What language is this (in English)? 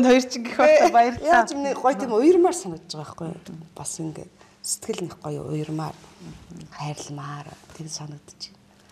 Mongolian